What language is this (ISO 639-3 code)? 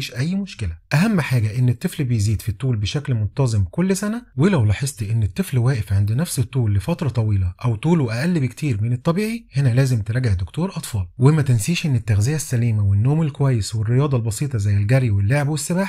arz